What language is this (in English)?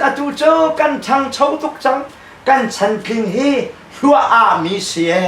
Tedim Chin